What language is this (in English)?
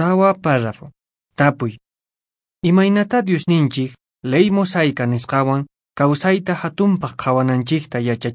Quechua